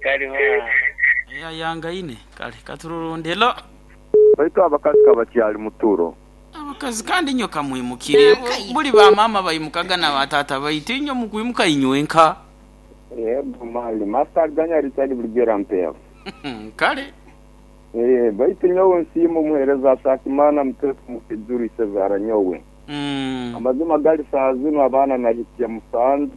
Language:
Nyoro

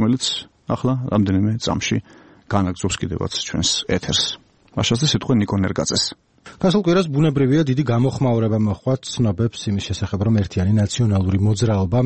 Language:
Georgian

